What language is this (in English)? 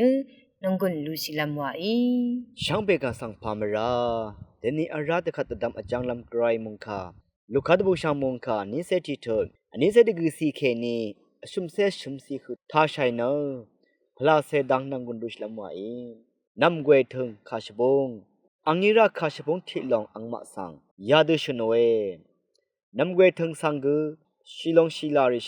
Rawang